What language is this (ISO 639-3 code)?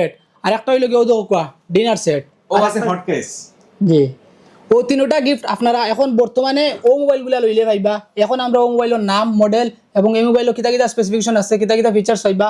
syl